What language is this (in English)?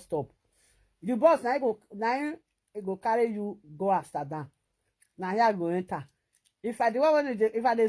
Nigerian Pidgin